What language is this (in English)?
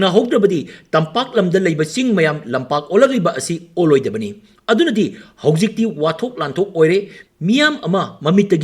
Manipuri